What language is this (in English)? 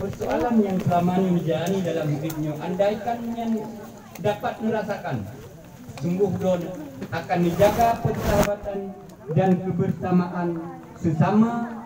Achinese